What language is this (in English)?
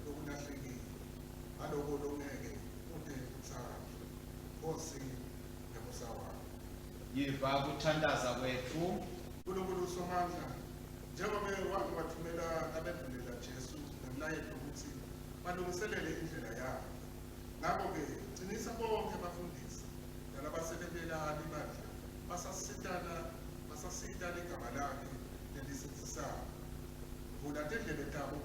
Swati